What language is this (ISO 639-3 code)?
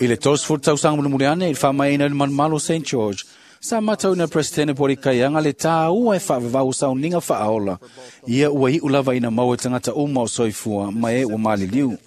smo